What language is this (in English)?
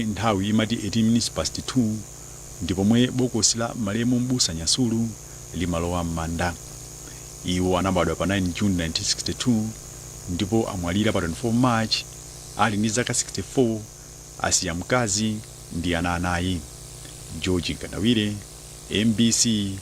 Nyanja